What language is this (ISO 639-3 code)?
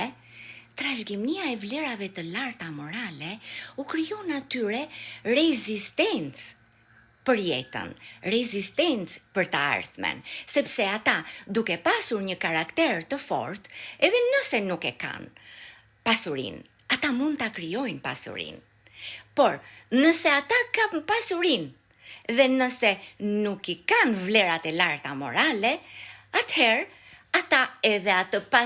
sqi